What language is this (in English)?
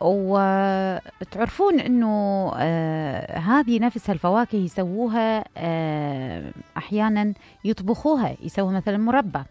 Mesopotamian Arabic